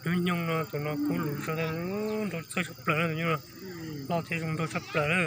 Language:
Hmong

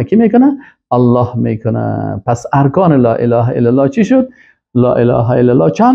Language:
Tajik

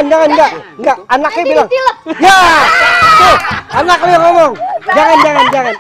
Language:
Betawi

